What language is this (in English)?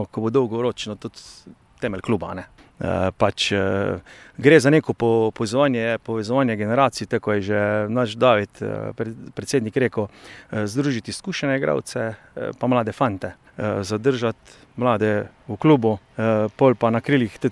Slovenian